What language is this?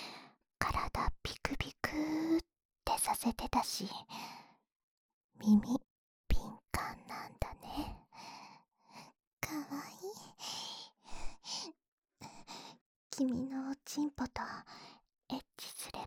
Japanese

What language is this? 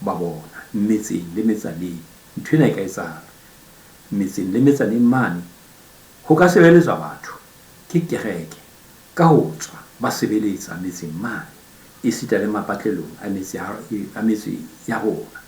Southern Sotho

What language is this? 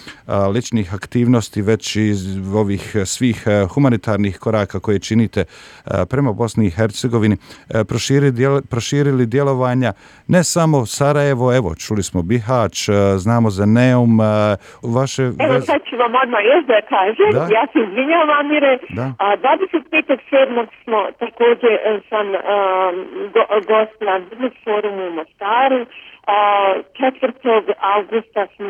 Bosnian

